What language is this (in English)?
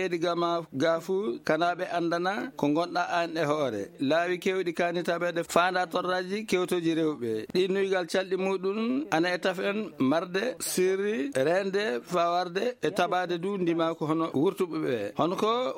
Fula